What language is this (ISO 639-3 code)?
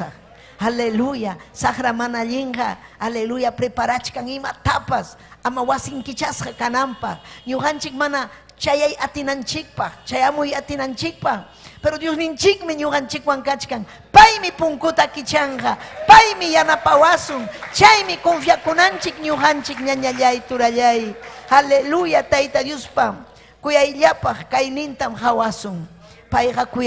quy